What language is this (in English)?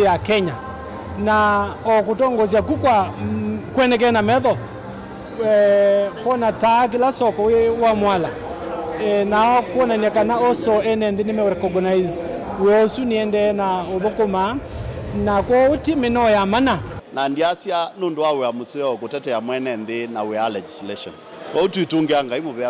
Kamba